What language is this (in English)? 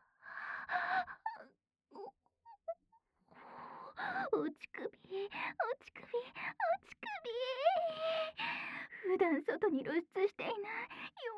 Japanese